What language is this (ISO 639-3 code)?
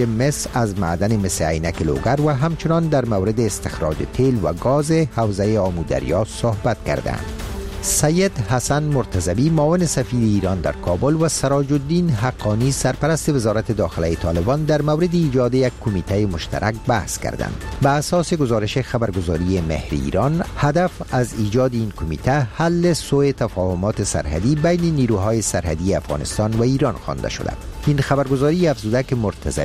fas